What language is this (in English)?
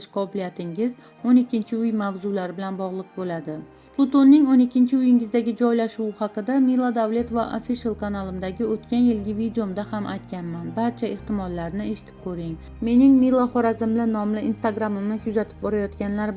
Uzbek